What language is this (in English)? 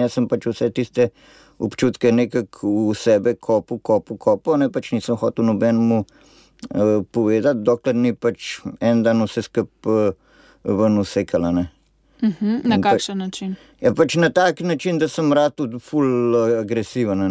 Slovenian